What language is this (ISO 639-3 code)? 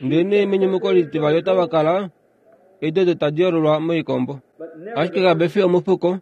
kua